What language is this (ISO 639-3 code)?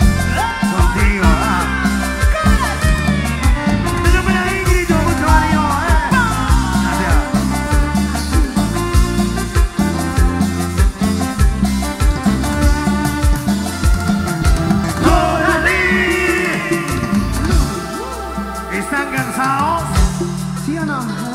spa